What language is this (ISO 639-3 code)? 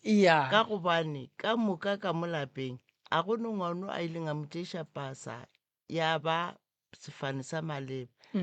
nso